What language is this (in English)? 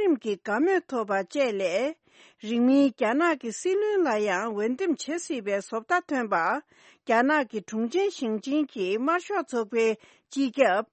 Tibetan